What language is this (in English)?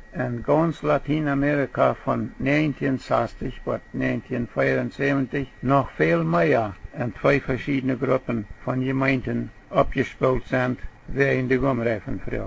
Plautdietsch